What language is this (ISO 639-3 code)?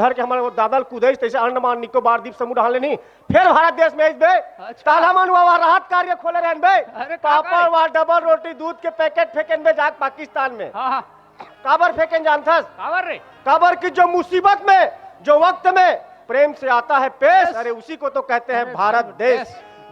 hne